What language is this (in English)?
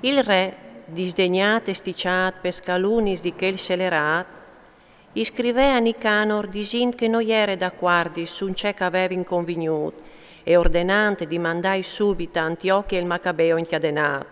Friulian